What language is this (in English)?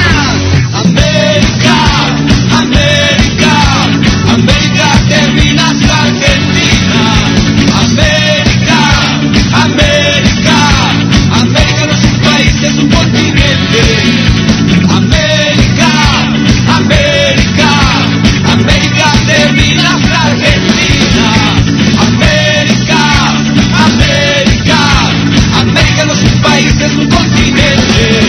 Spanish